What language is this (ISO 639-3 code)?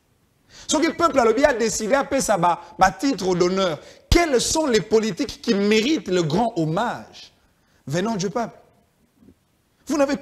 fra